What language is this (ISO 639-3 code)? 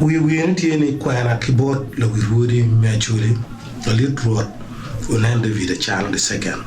ach